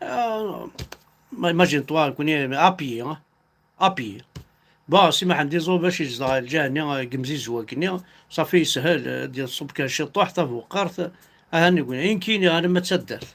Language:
Kabyle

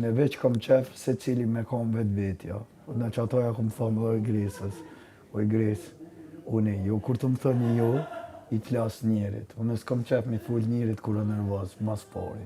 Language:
Albanian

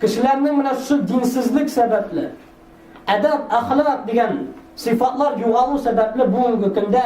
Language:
Tatar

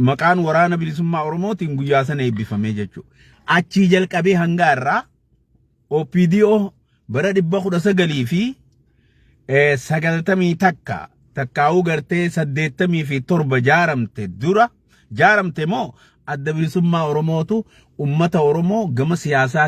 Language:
Oromo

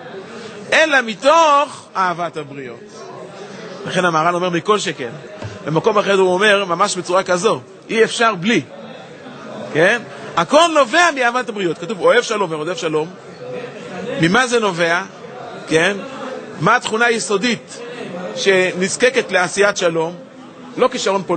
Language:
Hebrew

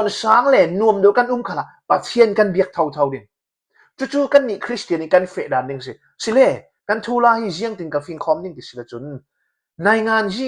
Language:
Hakha Chin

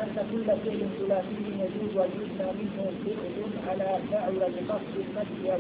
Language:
Arabic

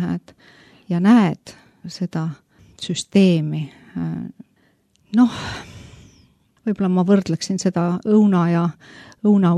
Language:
Estonian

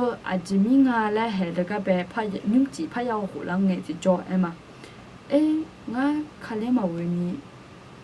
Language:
Akha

